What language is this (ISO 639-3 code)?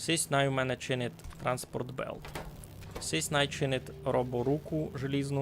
rue